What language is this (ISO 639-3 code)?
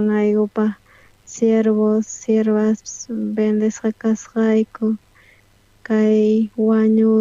quh